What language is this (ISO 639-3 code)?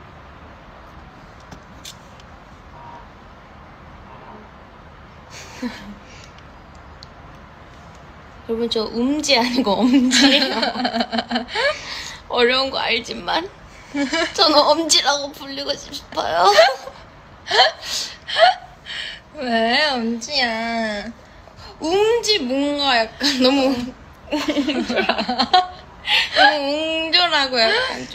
kor